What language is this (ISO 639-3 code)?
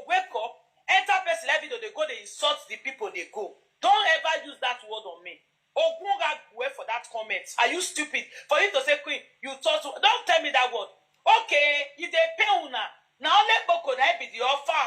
pcm